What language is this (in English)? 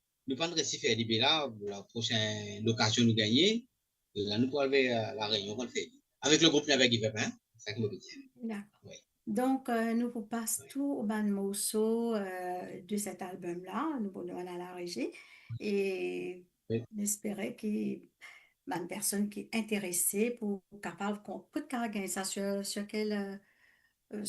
Morisyen